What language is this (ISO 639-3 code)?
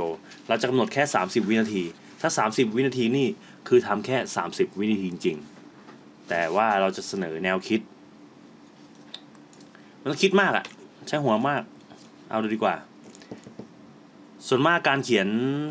tha